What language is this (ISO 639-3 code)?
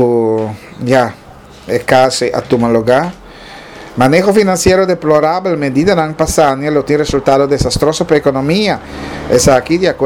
pap